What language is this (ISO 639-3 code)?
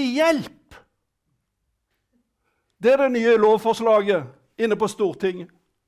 nor